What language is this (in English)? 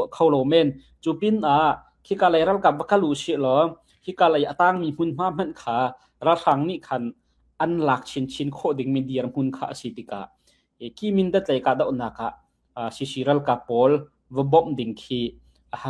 Hakha Chin